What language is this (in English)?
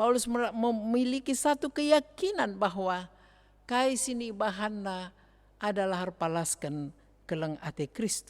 Batak Karo